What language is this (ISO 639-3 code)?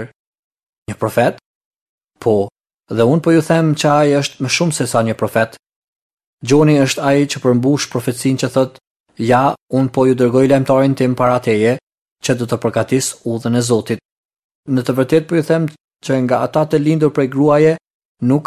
sqi